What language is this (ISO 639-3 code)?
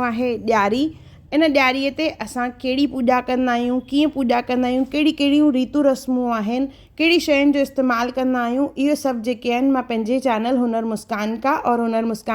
snd